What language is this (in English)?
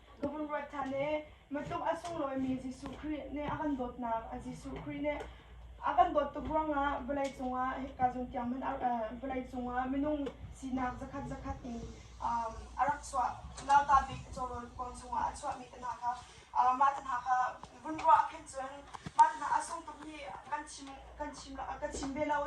Hakha Chin